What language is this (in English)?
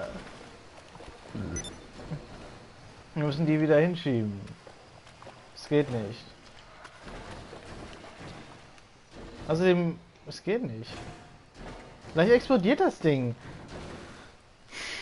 German